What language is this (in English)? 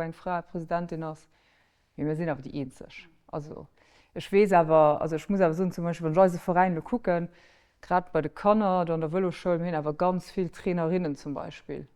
Luxembourgish